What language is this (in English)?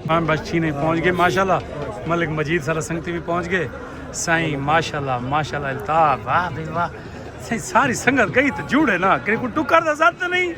Saraiki